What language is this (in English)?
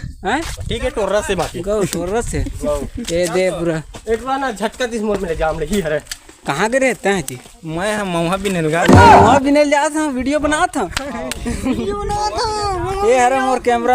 Chhattisgarhi